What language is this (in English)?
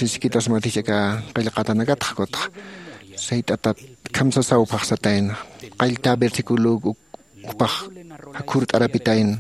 Aymara